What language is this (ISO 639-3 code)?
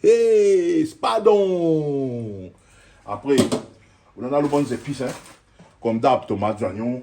rcf